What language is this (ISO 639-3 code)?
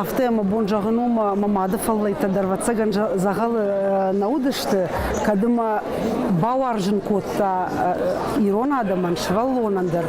oss